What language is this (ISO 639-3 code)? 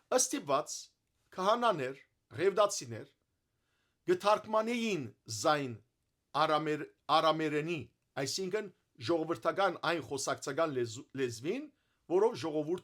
hyw